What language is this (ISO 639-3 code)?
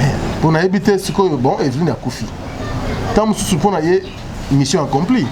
lin